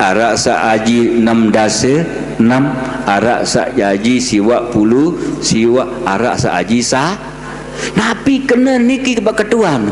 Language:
Sasak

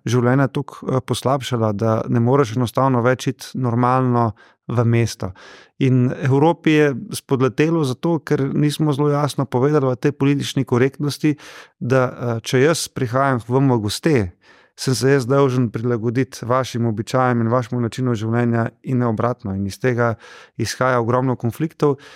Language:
Slovenian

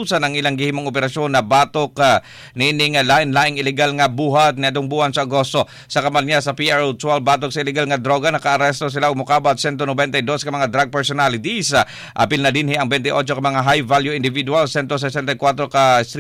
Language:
Cebuano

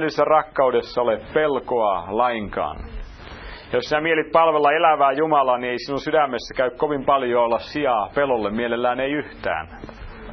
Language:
Finnish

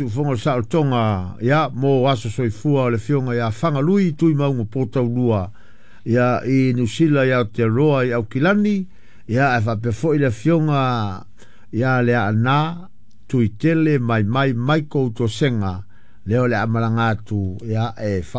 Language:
Samoan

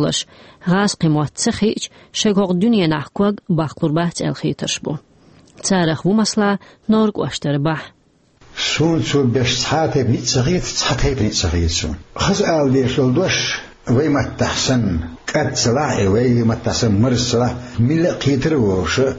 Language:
Chechen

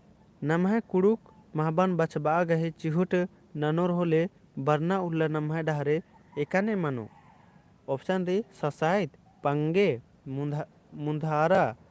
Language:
Kurukh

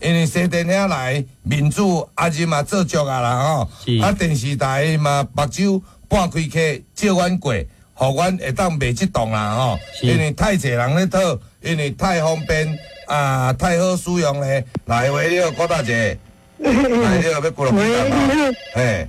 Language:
Min Nan Chinese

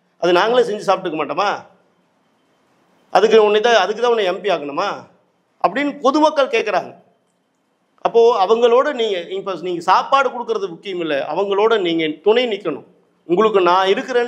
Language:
Tamil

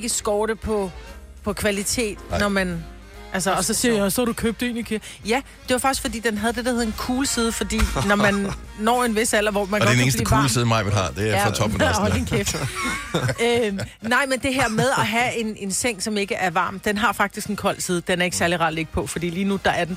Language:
Danish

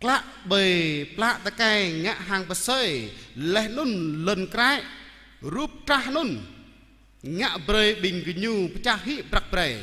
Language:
Jarai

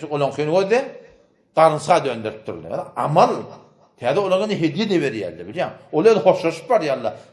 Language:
Turkmen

